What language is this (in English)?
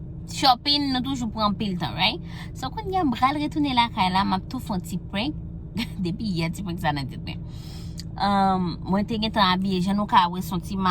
Haitian Creole